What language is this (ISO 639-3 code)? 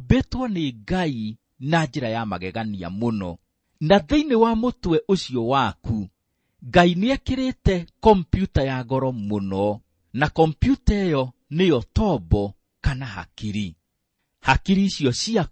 kik